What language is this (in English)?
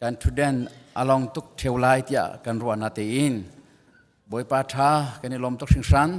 Hakha Chin